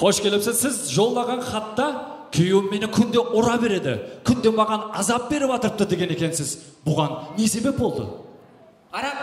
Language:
Kara-Kalpak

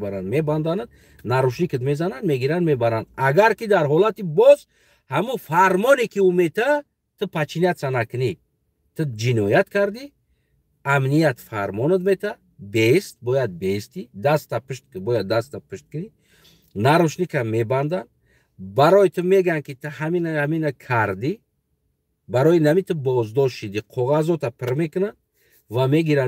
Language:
Tajik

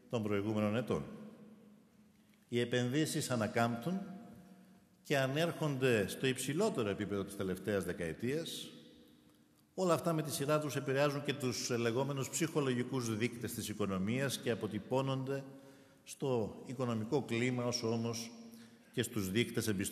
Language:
Greek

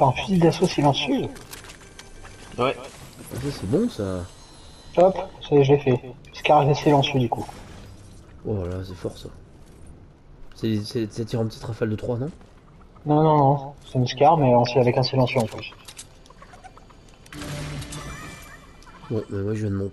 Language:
French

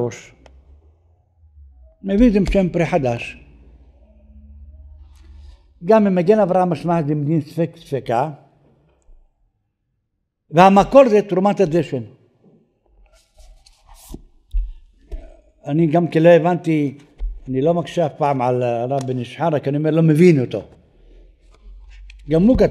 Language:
Hebrew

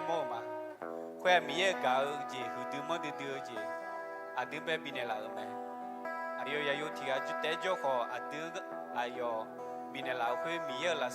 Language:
Akha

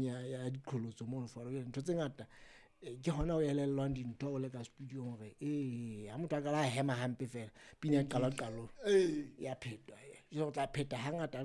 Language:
Southern Sotho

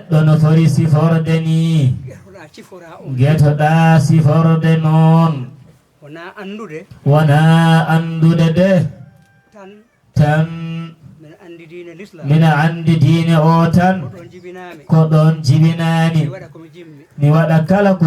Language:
Fula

